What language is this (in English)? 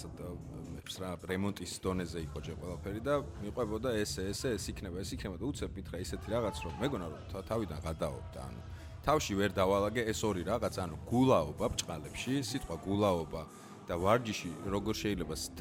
Georgian